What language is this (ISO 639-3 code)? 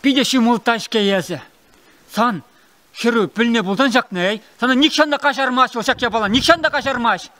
chv